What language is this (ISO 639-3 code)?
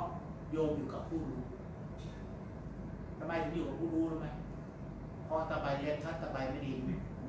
tha